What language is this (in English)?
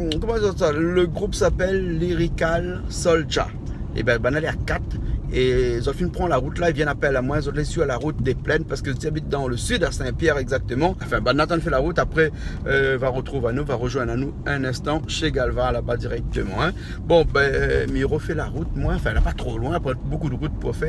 Réunion Creole French